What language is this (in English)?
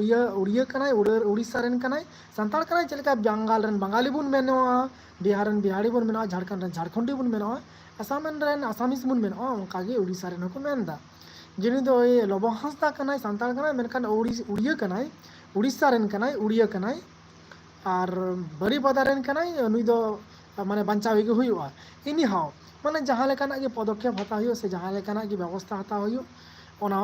Santali